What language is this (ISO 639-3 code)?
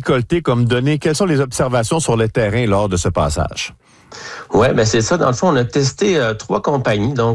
fra